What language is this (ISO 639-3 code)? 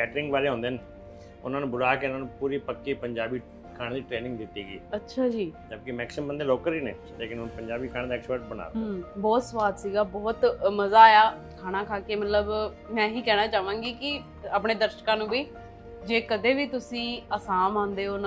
pan